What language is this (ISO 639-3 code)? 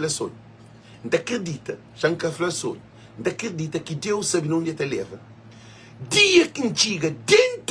kea